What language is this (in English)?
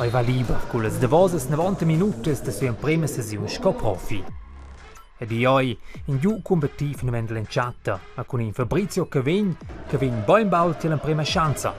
Romansh